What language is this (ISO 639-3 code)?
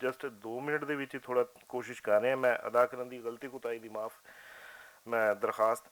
lah